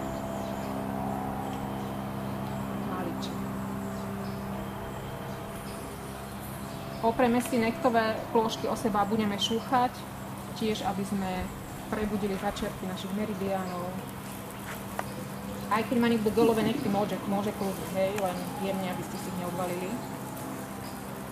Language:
Slovak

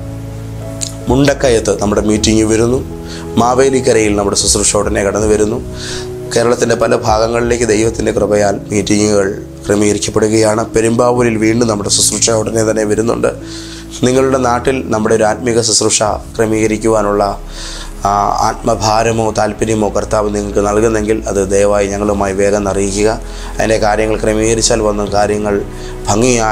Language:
Malayalam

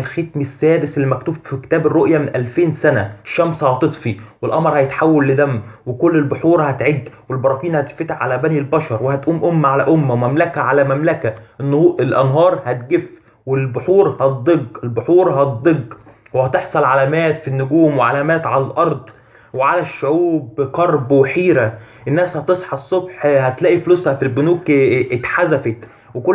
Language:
Egyptian Arabic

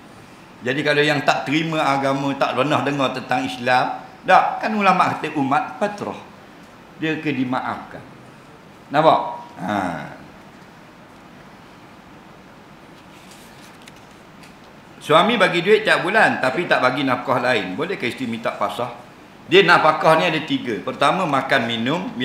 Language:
Malay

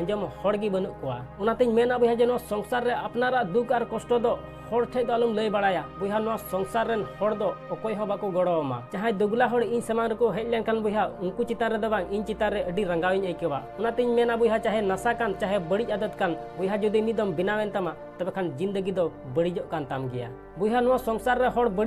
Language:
Santali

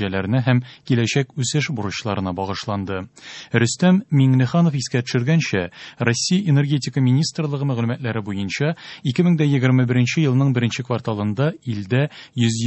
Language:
Tatar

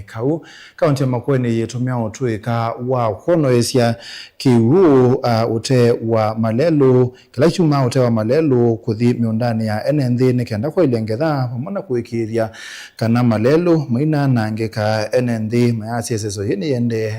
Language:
Kamba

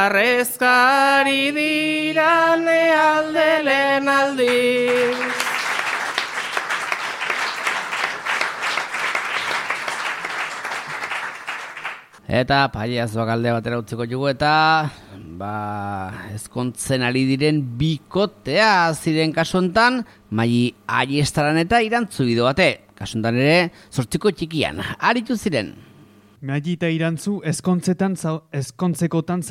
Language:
Basque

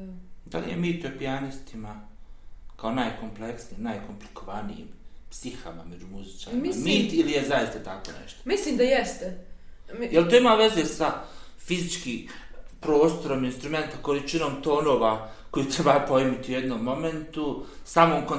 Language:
Bosnian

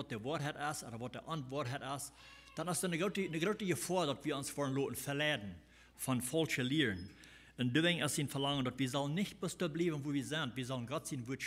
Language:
Plautdietsch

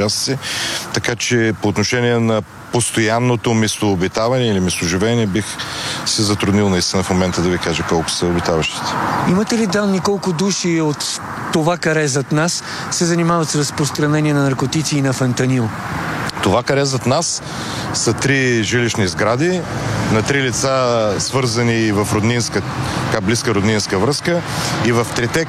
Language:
Bulgarian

